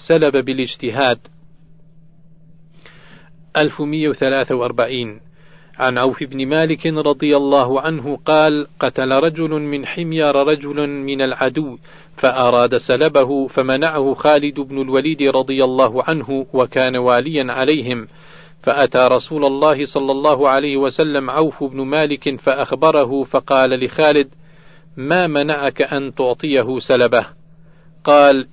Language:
Arabic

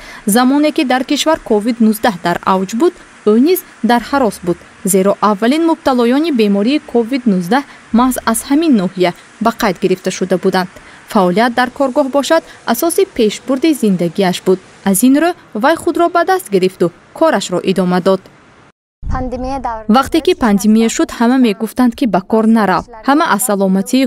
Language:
Tajik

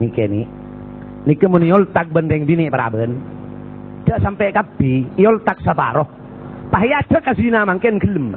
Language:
Madurese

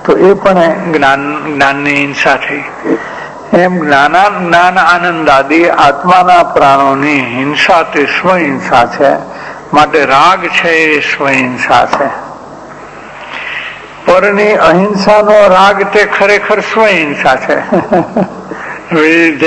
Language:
Gujarati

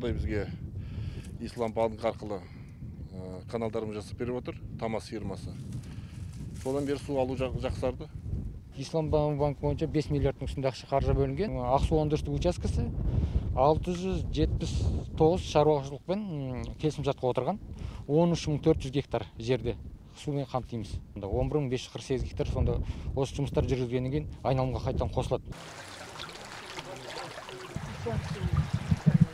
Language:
Kazakh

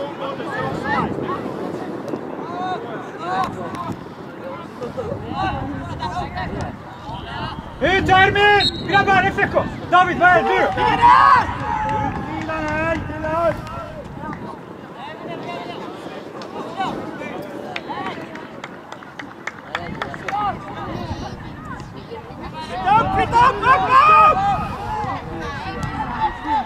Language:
Swedish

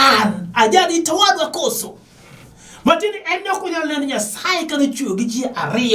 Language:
Luo (Kenya and Tanzania)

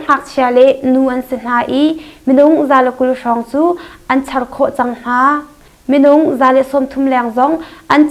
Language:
Hakha Chin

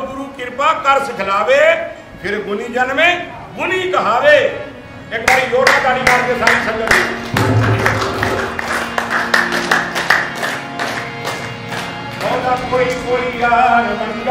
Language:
Punjabi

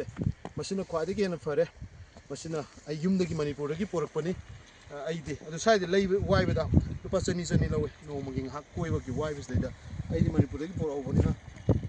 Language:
Manipuri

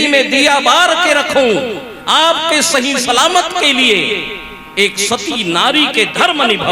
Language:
Chhattisgarhi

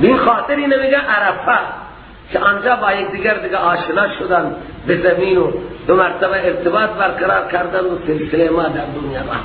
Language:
Persian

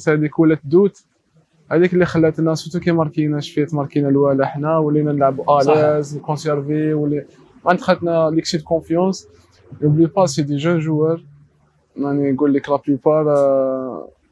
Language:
Algerian Arabic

